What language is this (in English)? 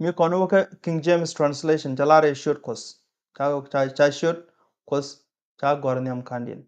Nuer